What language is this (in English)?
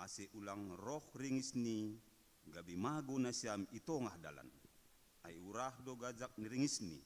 Batak Simalungun